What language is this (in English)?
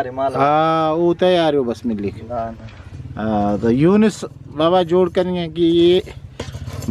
Brahui